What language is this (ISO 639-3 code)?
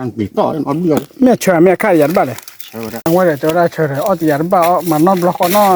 ksw